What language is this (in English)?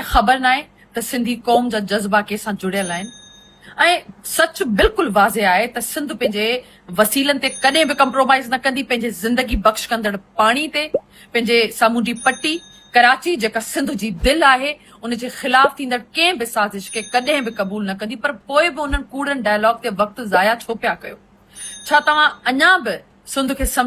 Sindhi